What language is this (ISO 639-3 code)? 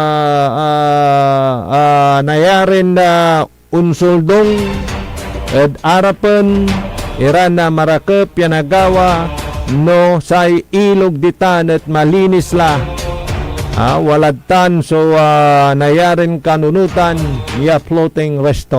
pag